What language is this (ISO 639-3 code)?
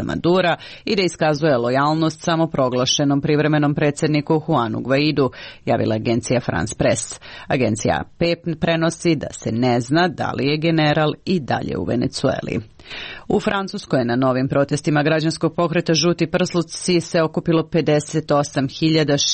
srp